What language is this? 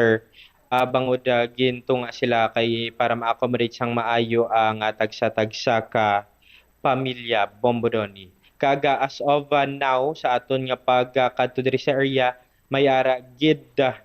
Hiligaynon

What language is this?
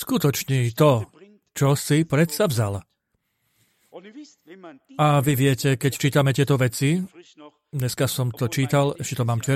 Slovak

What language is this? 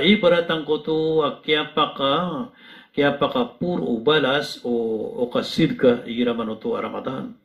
Maranao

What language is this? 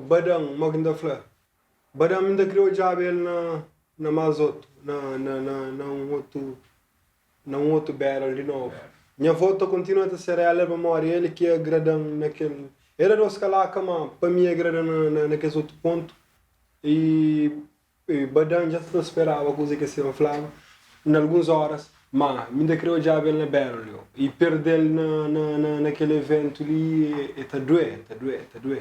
Kabuverdianu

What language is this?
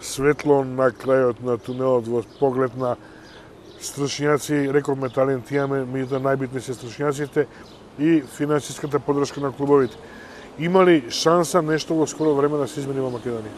Macedonian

